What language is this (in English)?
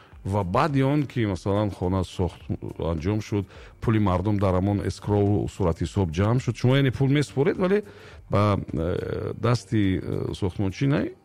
Tajik